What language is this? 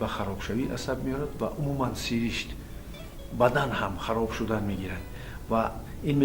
Tajik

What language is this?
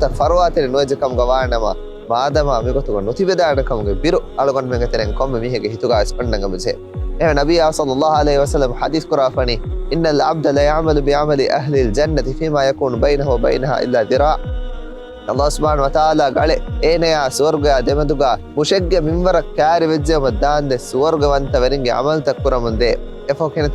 Divehi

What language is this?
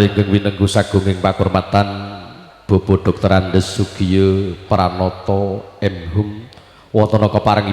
Javanese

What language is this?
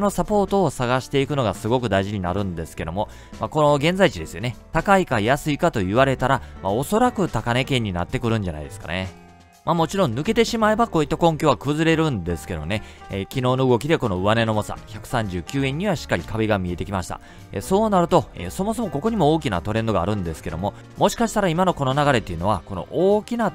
Japanese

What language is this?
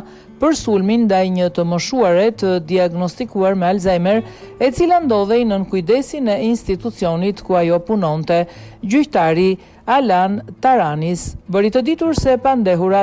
Albanian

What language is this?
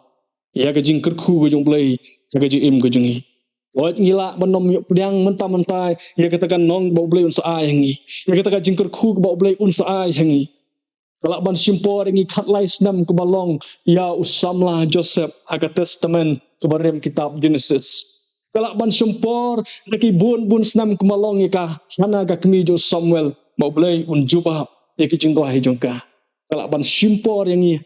Khasi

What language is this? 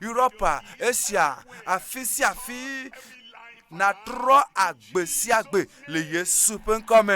Ewe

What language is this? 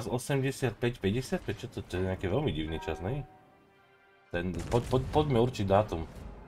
Slovak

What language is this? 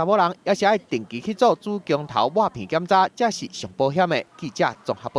Min Nan Chinese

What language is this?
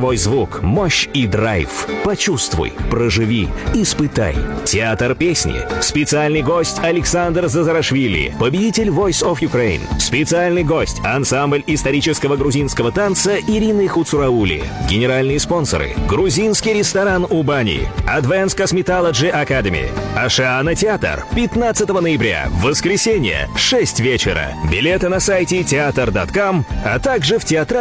Russian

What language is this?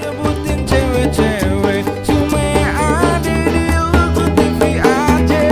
Betawi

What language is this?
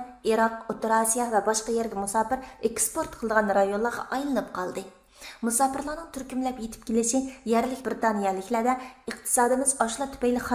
Uyghur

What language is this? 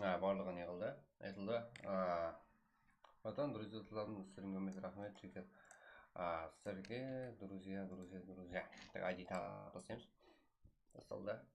Kara-Kalpak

